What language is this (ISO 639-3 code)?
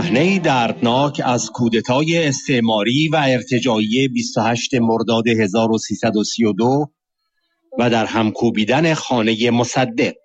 fas